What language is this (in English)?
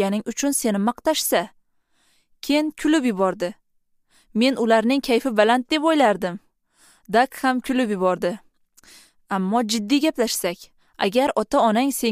Uzbek